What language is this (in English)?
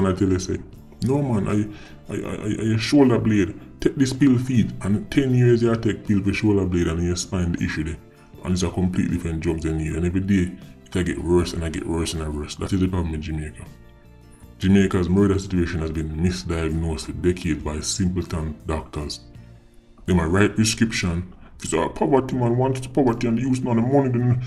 Jamaican Creole English